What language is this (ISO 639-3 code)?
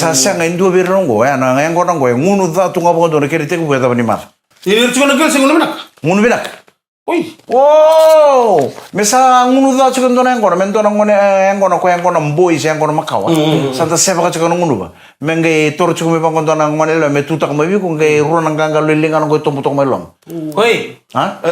fij